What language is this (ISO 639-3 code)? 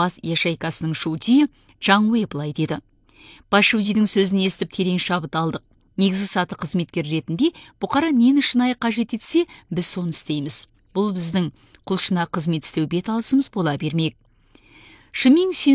kaz